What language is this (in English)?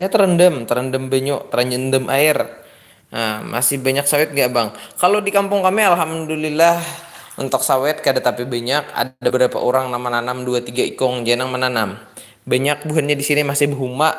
Banjar